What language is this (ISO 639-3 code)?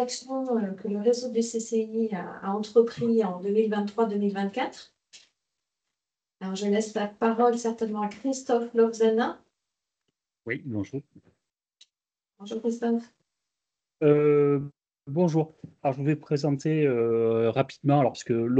fra